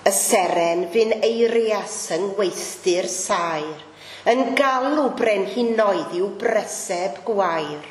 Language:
Welsh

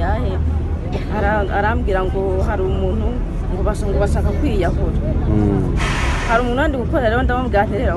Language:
Kinyarwanda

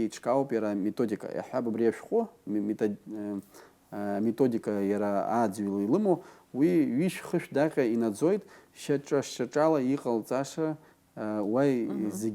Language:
Abkhazian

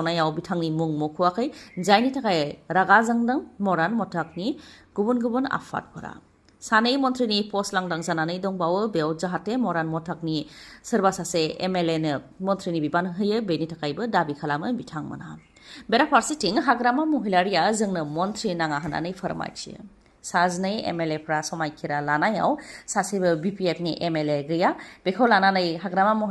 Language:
Bodo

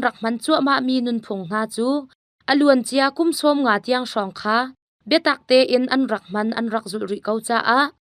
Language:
Hakha Chin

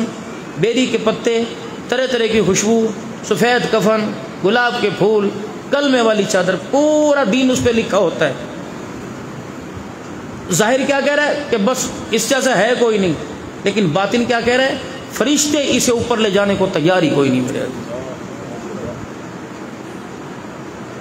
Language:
Urdu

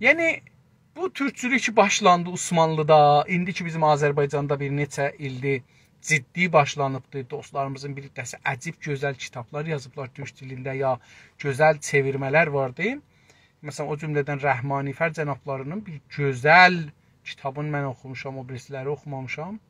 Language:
South Azerbaijani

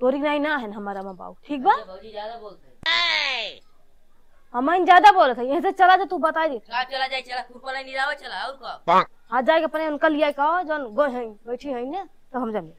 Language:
Awadhi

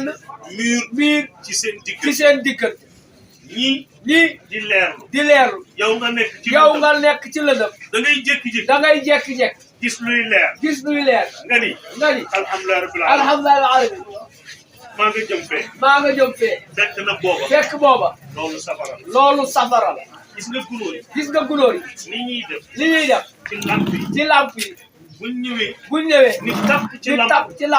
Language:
Wolof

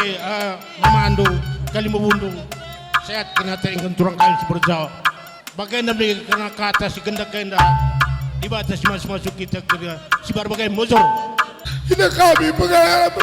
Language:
Batak Karo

